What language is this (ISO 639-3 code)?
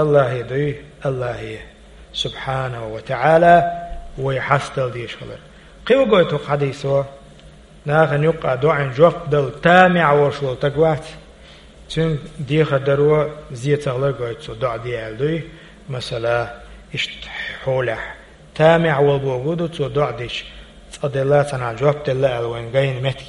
che